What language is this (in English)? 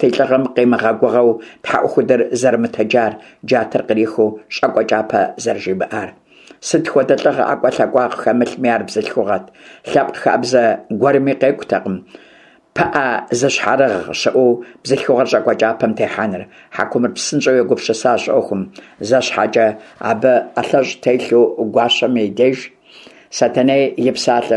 Kabardian